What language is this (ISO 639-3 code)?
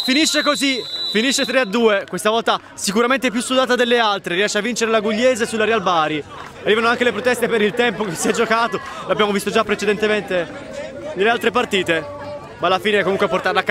ita